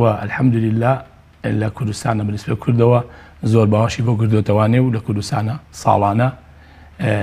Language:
Central Kurdish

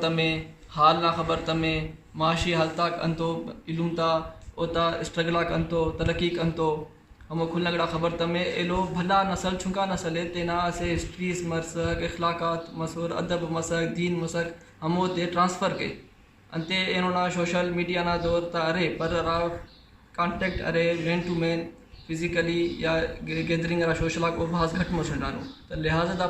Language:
Brahui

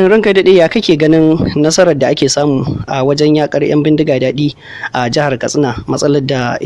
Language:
Hausa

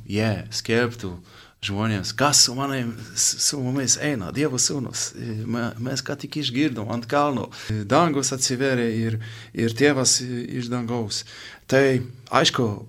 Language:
Lithuanian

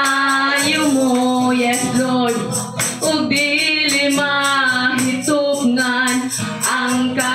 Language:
Cebuano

